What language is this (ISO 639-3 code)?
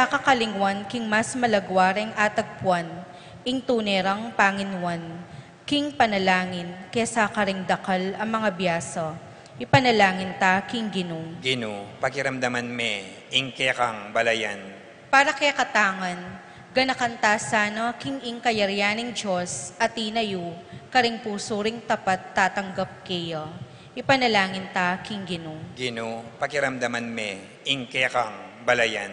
pam